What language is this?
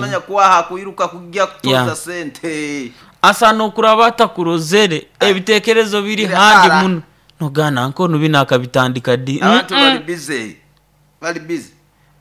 Nyoro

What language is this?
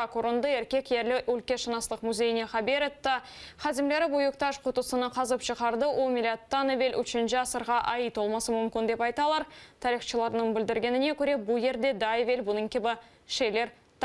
Crimean Tatar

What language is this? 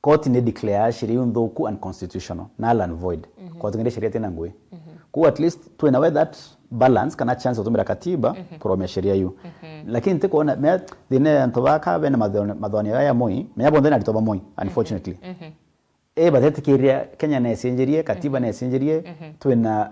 Meru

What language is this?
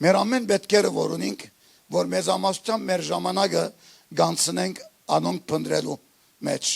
Western Armenian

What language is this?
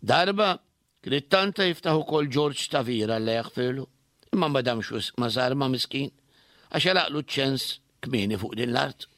Maltese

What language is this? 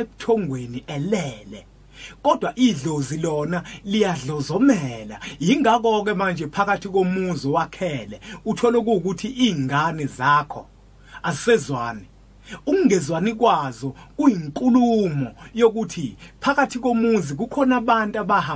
Zulu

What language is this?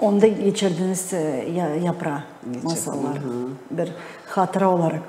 Gagauz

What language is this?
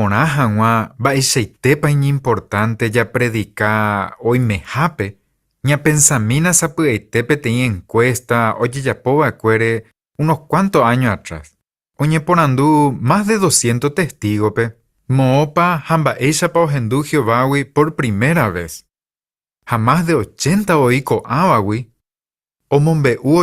Guarani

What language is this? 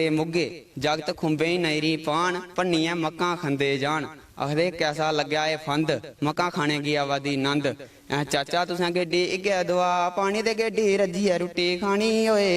Dogri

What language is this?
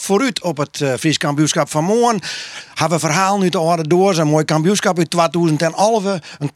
Western Frisian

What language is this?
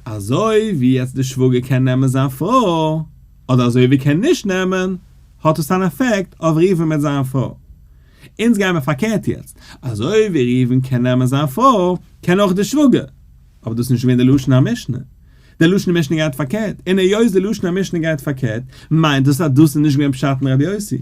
Yiddish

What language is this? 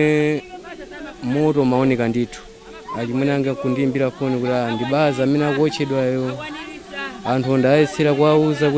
Nyanja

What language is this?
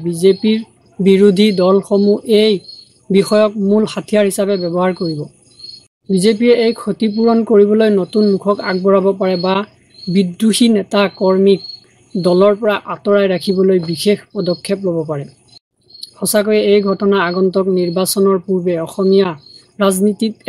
Assamese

